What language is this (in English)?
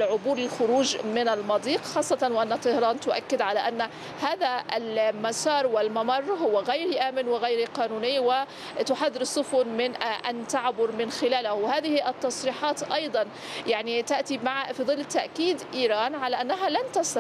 Arabic